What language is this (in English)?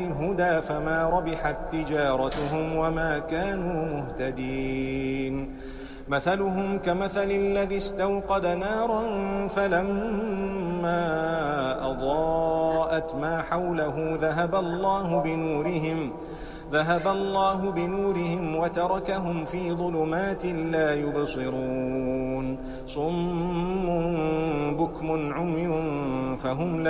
Arabic